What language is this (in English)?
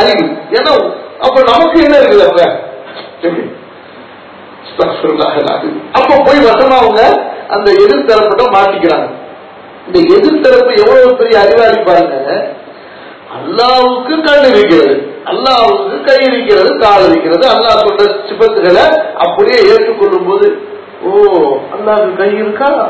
Tamil